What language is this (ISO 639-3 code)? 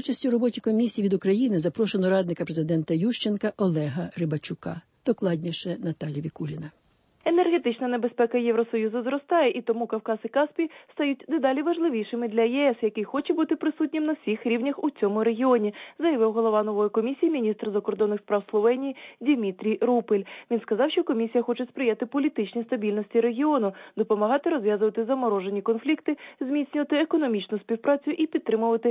ukr